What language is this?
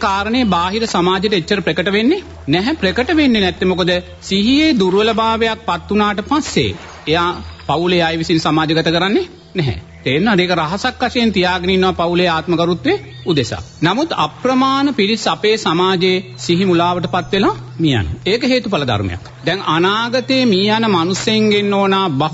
Sinhala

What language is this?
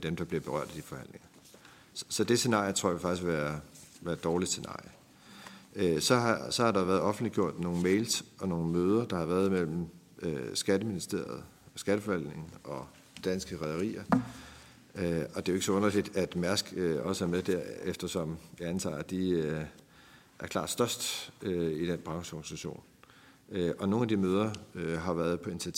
Danish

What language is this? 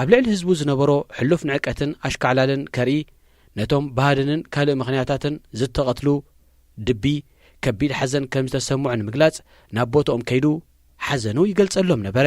Tigrinya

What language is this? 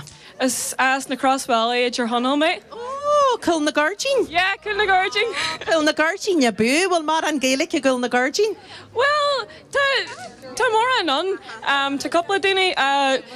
Irish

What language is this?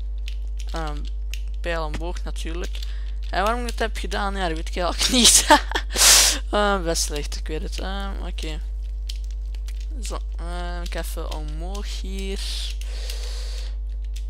Dutch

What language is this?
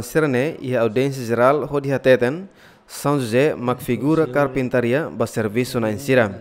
Tetum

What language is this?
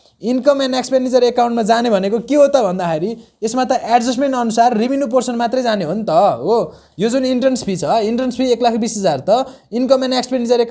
Nepali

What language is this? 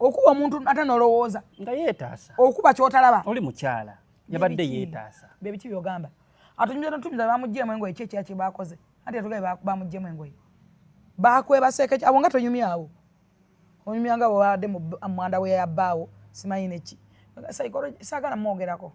Ganda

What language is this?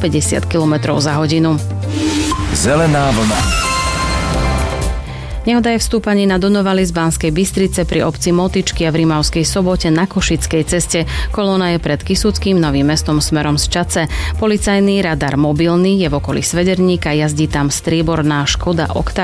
Slovak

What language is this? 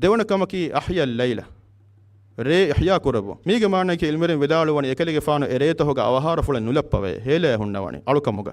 Divehi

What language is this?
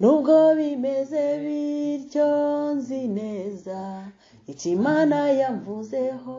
Kinyarwanda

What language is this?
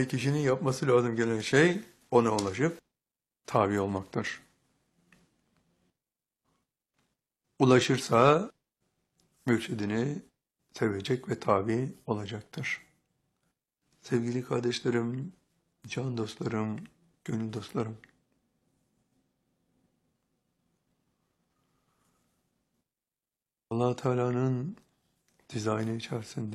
Turkish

